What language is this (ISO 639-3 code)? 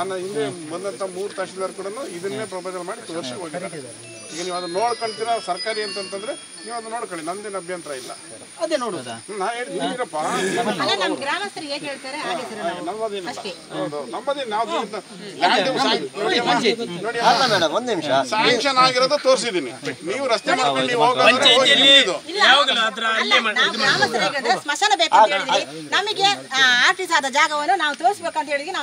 kan